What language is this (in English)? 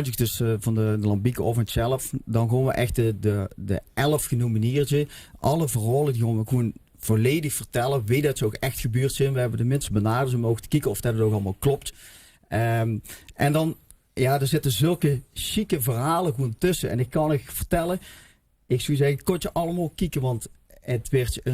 Limburgish